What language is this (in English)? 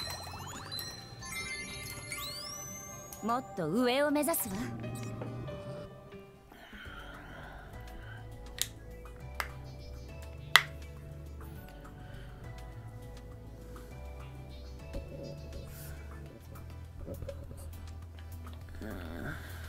Japanese